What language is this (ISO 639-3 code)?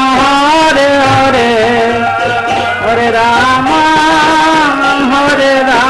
ori